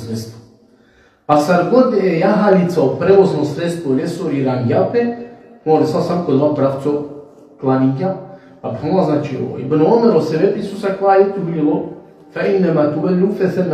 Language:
Balkan Romani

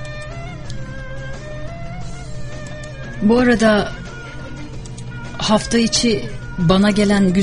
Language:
Turkish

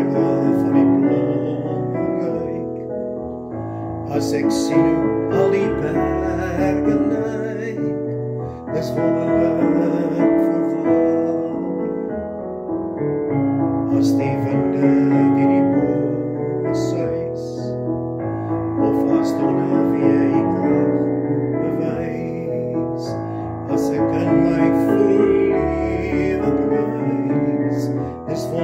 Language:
Afrikaans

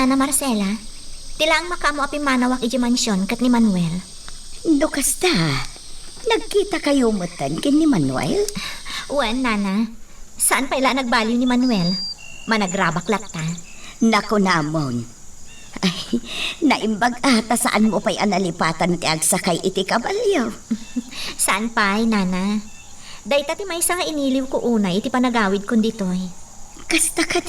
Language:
Iloko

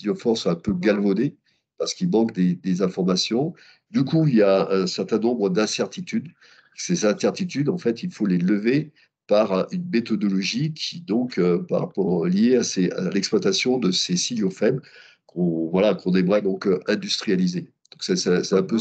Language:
French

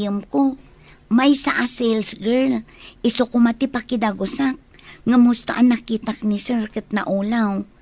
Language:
Iloko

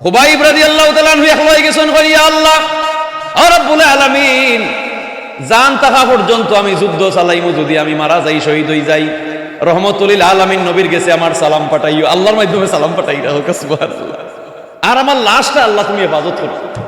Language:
Sylheti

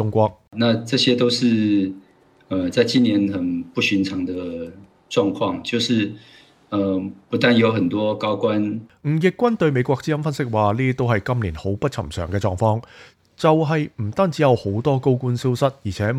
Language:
Cantonese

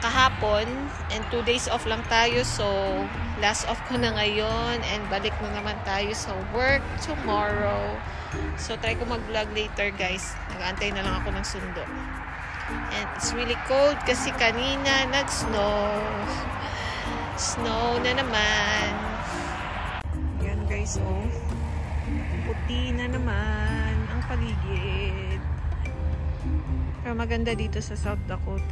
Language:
Filipino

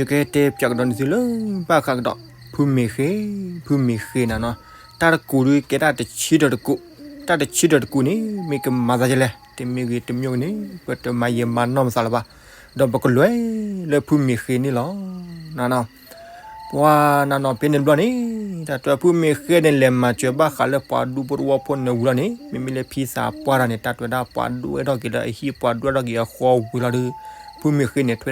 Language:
S'gaw Karen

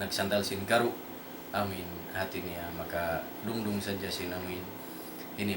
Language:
Tausug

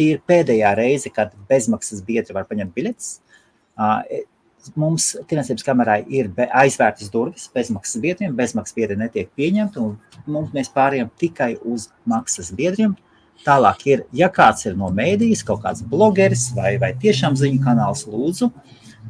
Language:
Latvian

